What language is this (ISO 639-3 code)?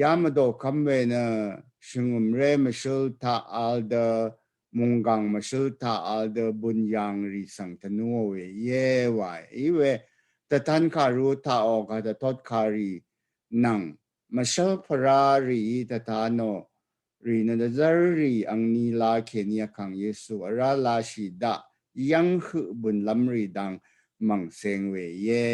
raw